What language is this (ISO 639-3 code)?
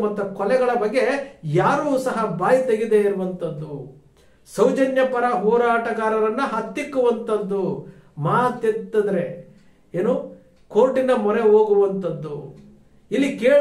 kan